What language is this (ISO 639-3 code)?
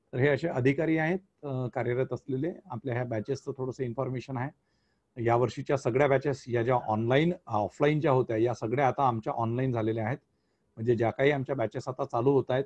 mar